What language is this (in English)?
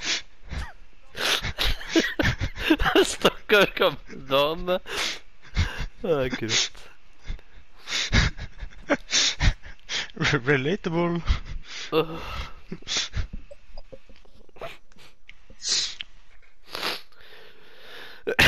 Norwegian